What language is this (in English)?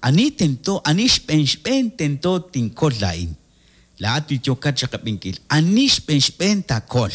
Kekchí